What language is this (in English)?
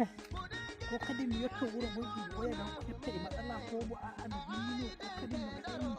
Nigerian Fulfulde